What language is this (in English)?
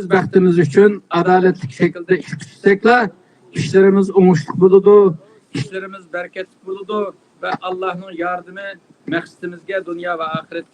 Uyghur